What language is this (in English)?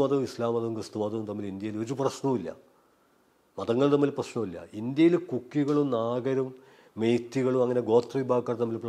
Malayalam